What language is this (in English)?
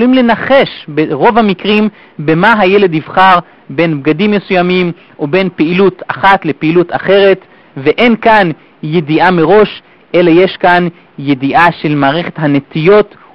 Hebrew